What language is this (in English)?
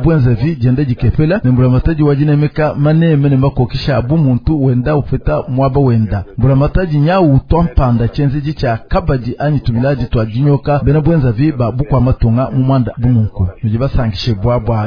Luba-Lulua